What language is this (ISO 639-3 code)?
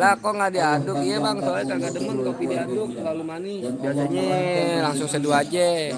bew